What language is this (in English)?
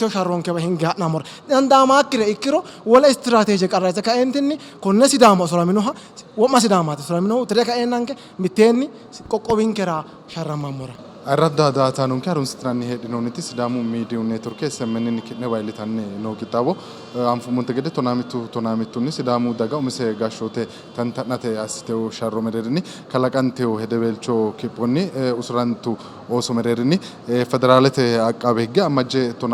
Sidamo